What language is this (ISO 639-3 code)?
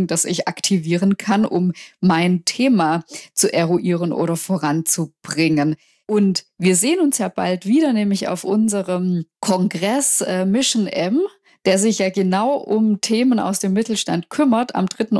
deu